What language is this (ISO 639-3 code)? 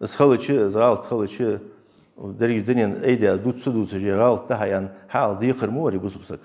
inh